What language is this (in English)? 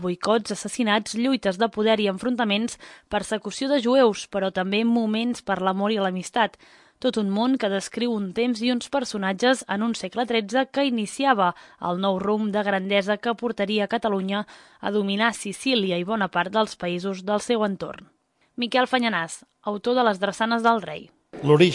Catalan